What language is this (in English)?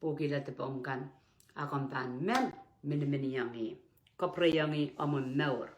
Pohnpeian